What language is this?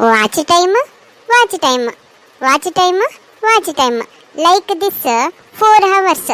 Konkani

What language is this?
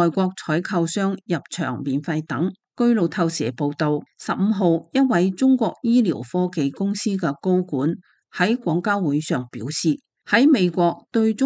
Cantonese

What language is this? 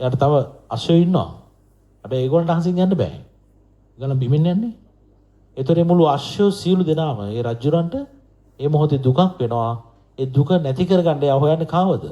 Sinhala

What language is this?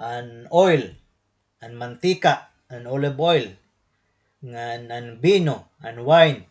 Waray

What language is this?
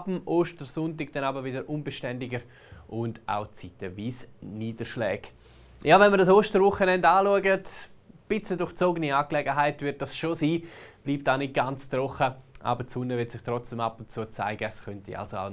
Swiss German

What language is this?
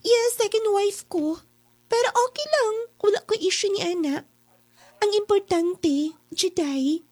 Cebuano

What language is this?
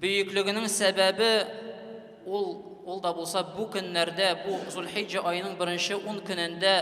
Tatar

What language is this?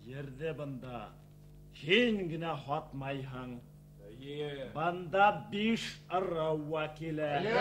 Bashkir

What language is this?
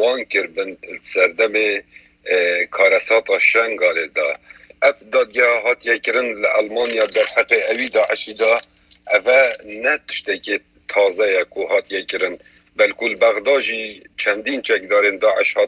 Kurdish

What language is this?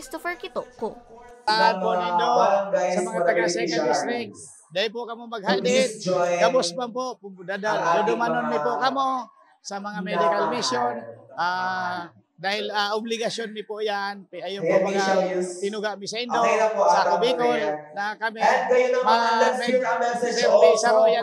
Bikol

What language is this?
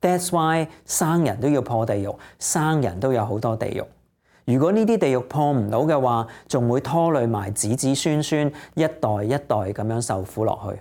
Cantonese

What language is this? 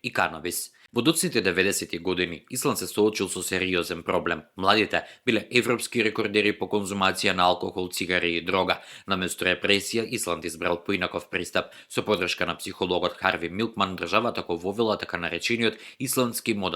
Macedonian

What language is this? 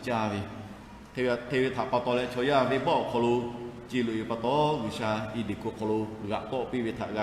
Lahu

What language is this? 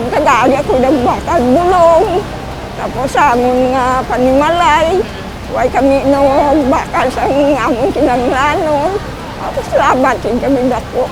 Hiligaynon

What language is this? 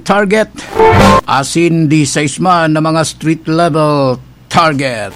Bikol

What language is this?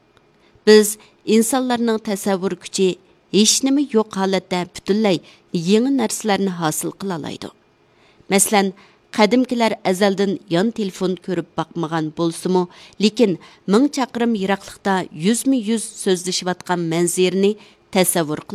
Uyghur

